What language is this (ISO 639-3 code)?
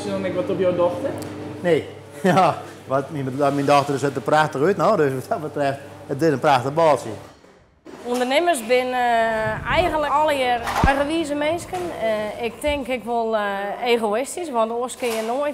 fry